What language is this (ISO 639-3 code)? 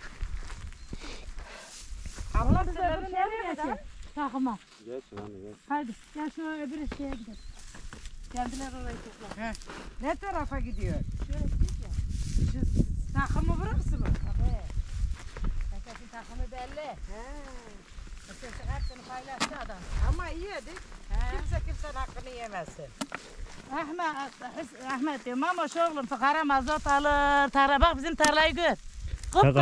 tur